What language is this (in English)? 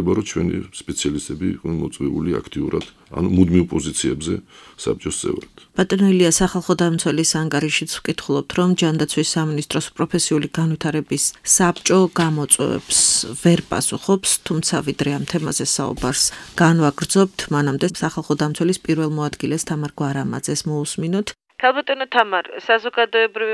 Georgian